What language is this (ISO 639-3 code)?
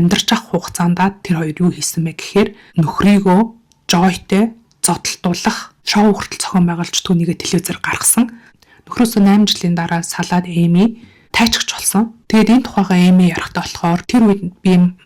mon